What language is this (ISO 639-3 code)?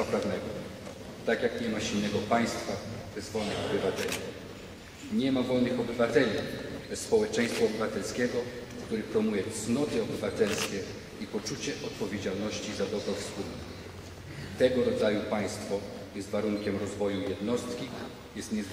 pol